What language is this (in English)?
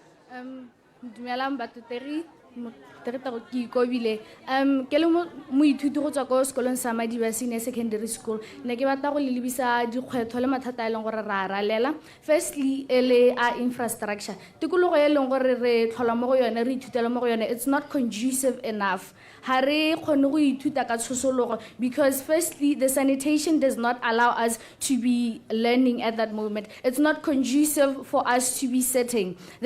Tswana